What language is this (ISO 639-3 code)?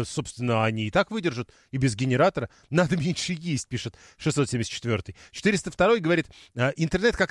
rus